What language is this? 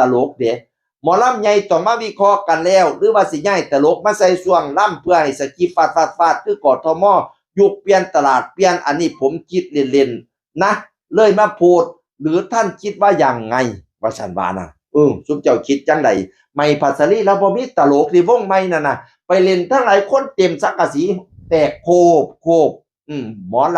Northeastern Thai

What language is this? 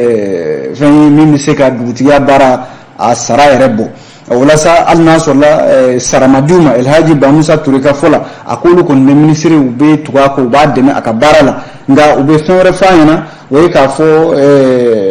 Bambara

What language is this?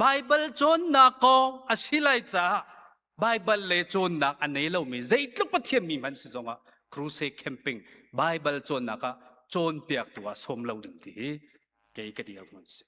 Hakha Chin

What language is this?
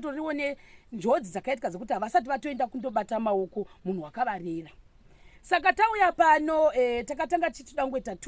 Shona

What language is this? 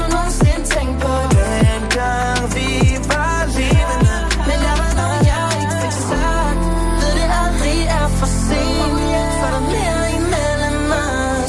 Danish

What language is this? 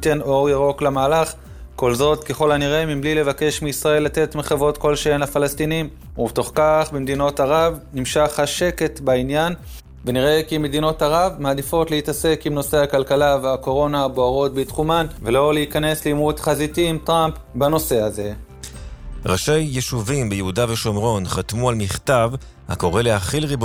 Hebrew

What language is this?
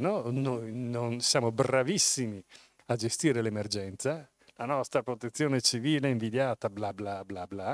Italian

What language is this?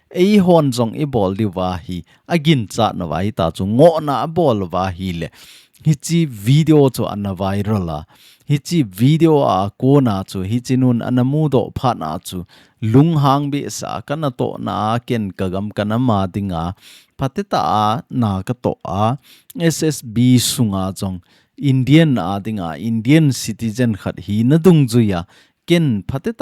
Thado Chin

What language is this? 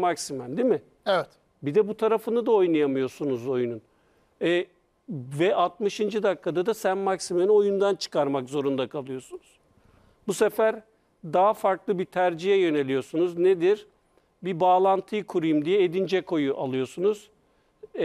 Turkish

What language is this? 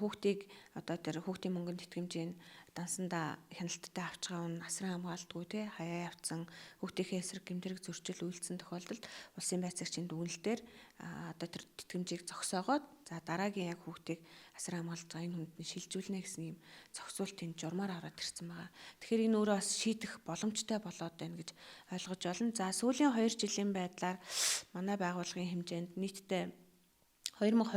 Mongolian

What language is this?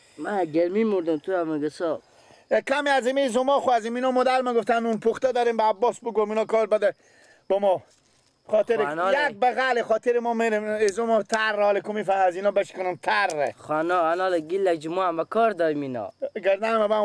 Persian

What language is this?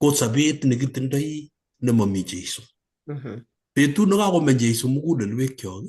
Kalenjin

